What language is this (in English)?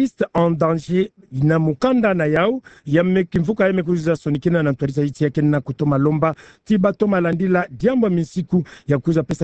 Kituba (Democratic Republic of Congo)